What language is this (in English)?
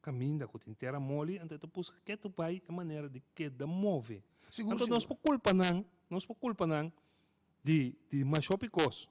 Papiamento